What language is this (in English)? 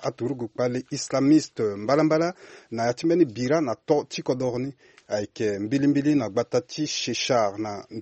Sango